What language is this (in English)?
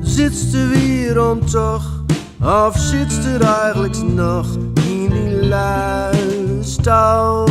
Gronings